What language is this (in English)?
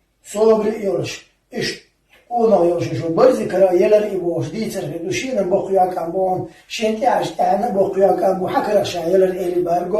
Chechen